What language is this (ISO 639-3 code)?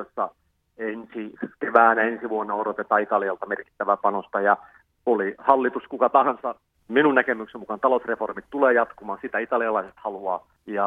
fin